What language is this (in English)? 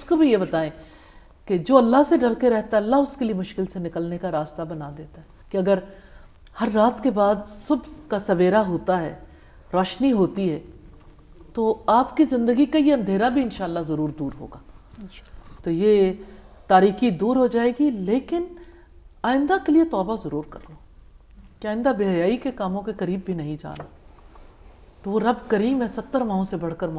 Urdu